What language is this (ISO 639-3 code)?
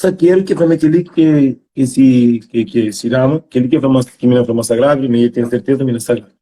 kea